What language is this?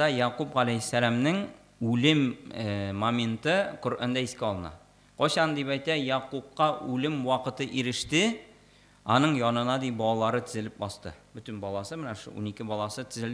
Tatar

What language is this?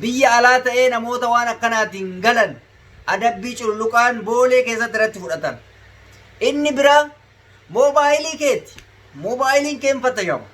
Oromo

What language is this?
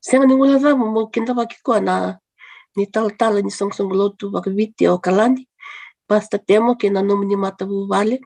Fijian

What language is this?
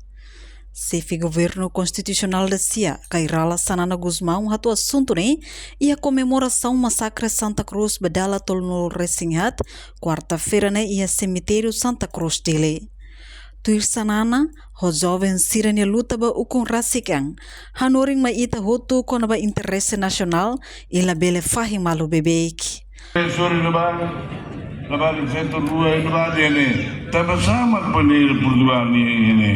Tetum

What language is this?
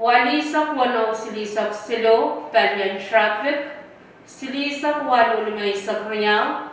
Pohnpeian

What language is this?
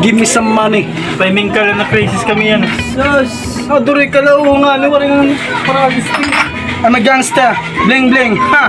Waray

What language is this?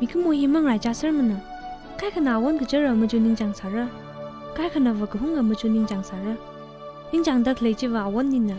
Tangkhul Naga (India)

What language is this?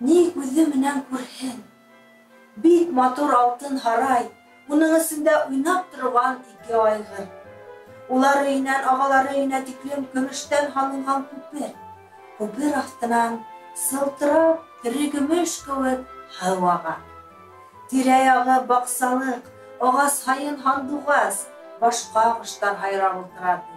Bashkir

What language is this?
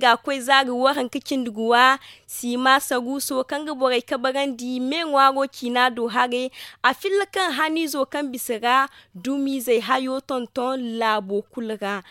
Zarma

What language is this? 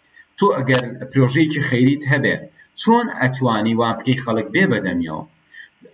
Central Kurdish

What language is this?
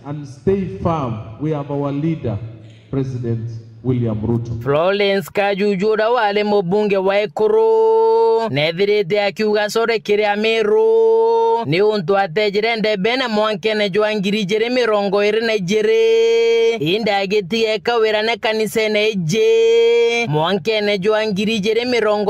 Meru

